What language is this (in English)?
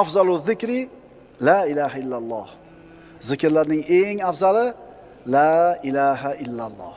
Uzbek